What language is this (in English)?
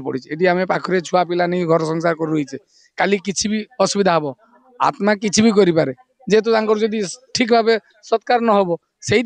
Odia